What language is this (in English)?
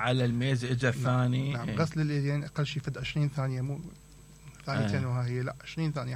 Mesopotamian Arabic